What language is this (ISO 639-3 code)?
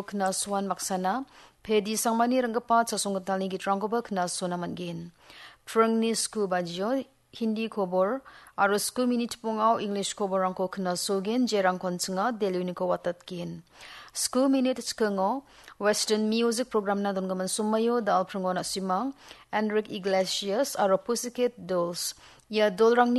grt